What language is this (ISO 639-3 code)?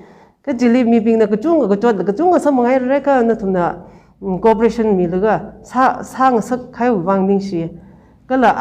nmf